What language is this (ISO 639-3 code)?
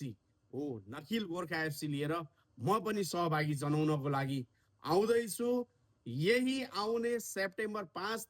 nep